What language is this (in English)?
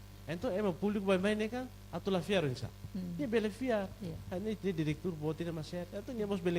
Tetum